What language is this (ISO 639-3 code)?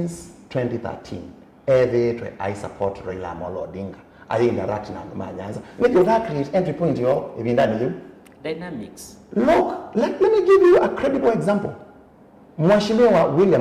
kam